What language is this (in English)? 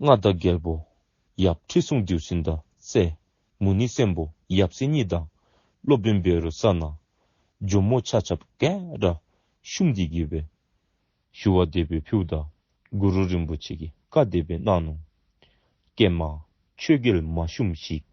Dzongkha